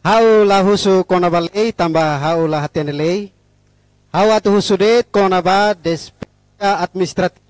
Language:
Tetum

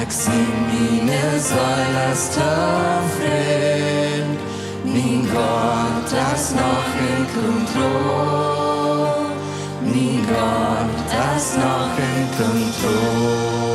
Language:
Plautdietsch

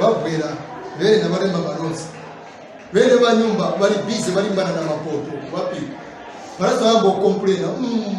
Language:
Nyanja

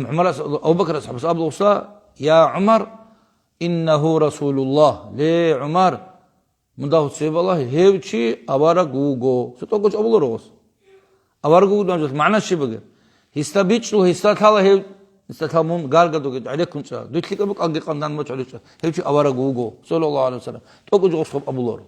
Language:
Avaric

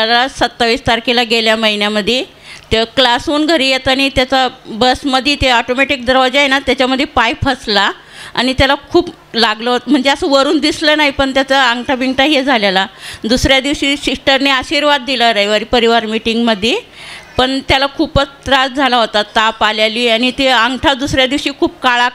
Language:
Marathi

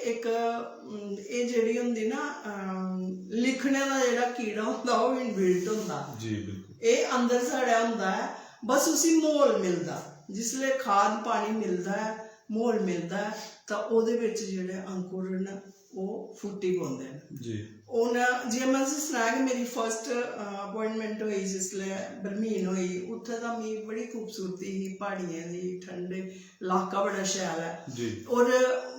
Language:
Dogri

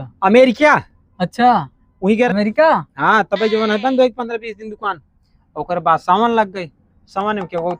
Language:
Awadhi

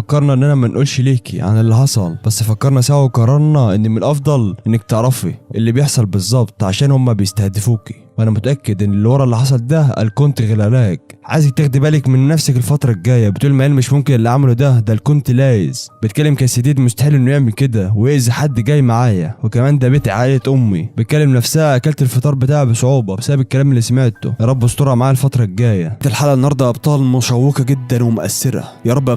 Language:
Egyptian Arabic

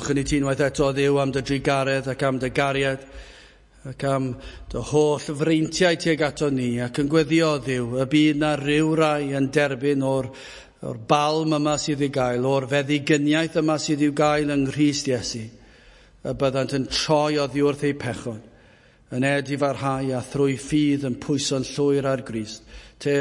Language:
Welsh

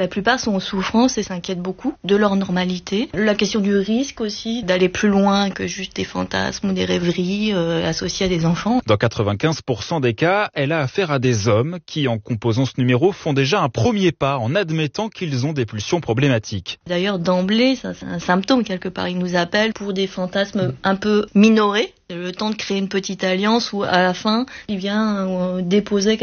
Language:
French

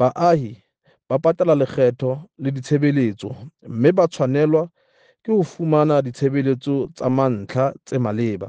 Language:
Southern Sotho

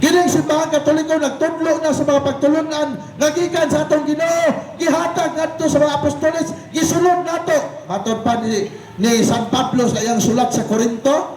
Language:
Cebuano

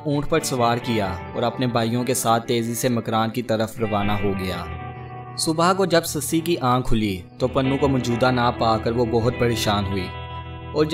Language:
Urdu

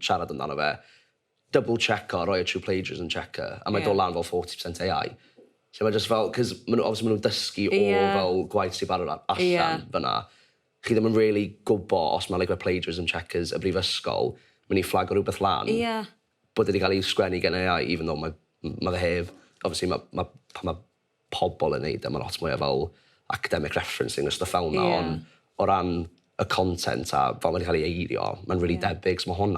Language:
Welsh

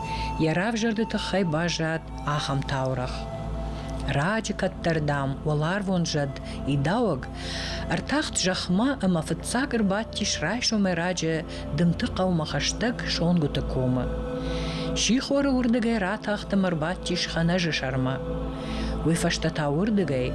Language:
Ossetic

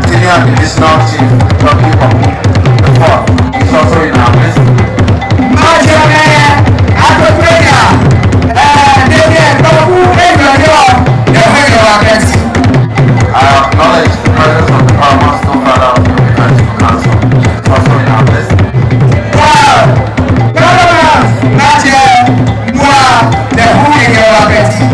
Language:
Ewe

